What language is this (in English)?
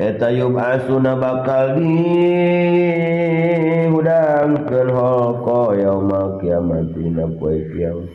Sundanese